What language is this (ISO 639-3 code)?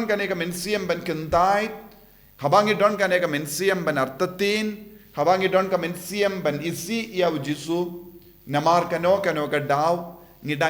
kha